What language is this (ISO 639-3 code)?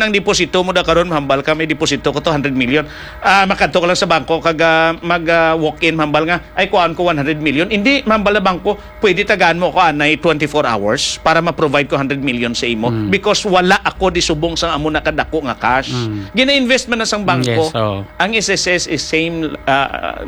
hil